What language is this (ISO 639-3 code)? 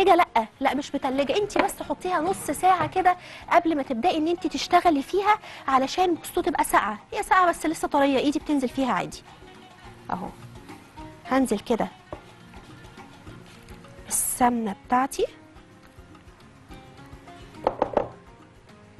arz